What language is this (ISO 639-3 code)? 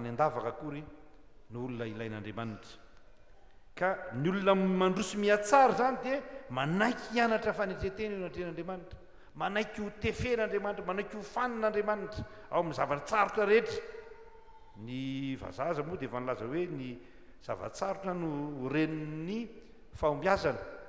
mlg